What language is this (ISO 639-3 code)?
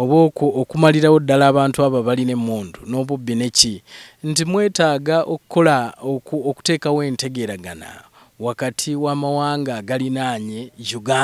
lug